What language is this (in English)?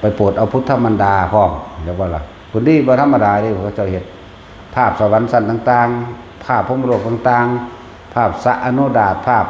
Lao